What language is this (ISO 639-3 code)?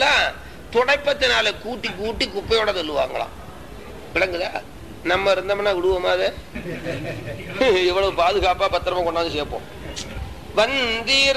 tam